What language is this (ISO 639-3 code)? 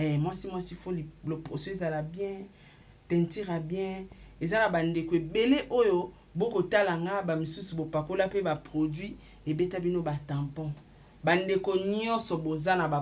lin